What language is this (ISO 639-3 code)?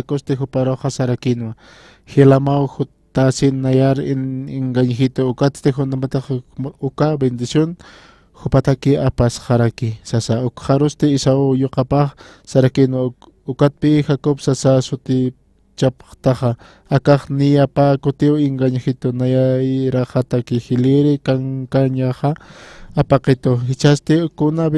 aym